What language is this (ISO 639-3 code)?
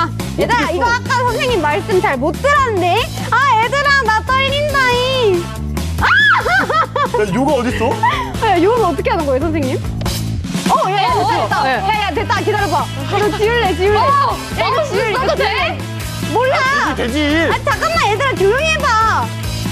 kor